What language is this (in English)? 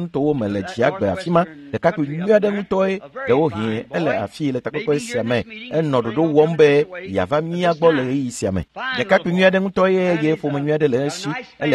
Ewe